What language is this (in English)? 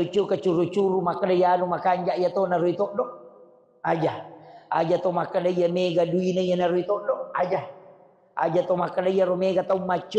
Buginese